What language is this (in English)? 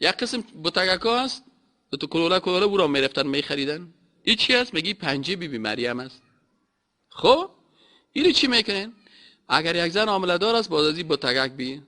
Persian